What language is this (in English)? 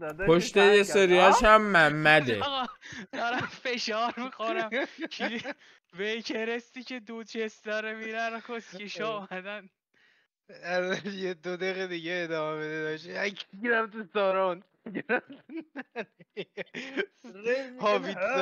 Persian